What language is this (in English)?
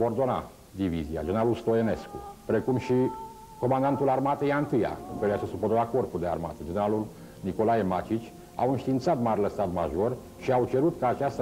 Romanian